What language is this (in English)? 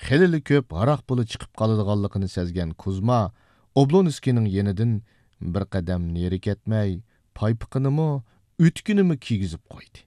Uyghur